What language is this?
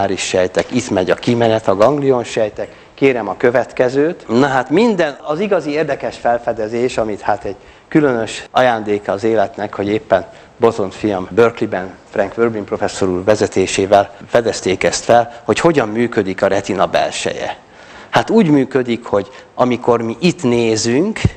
Hungarian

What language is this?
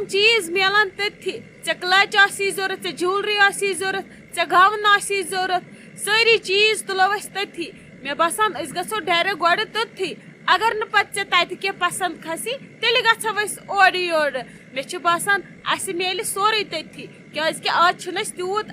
Kashmiri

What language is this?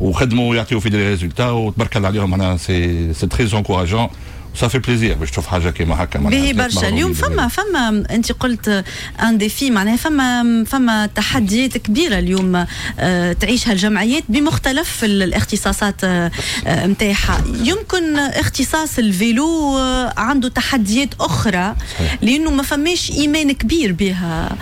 Tunisian Arabic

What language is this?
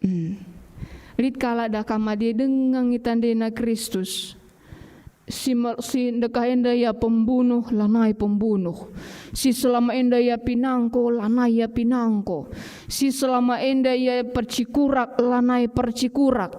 Batak Karo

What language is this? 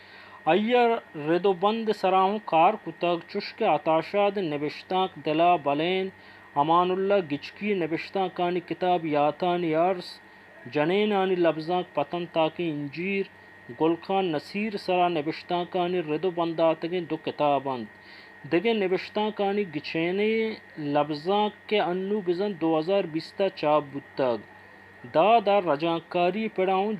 Baluchi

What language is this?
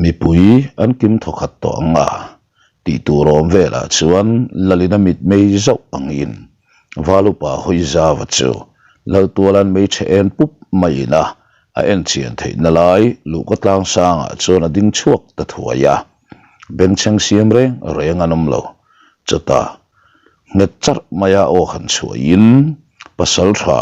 Mizo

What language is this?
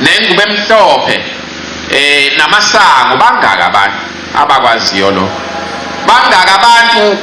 Zulu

